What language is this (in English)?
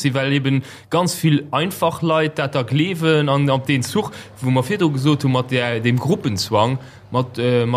Luxembourgish